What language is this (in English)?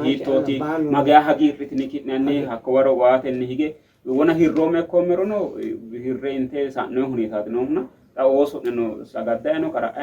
Sidamo